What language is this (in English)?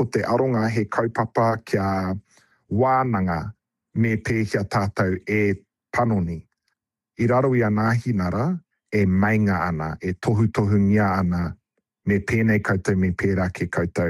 Māori